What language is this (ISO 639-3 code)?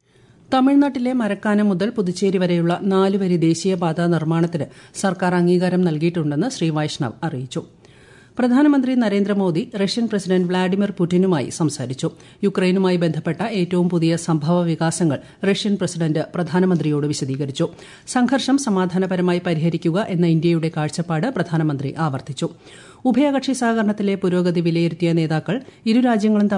mal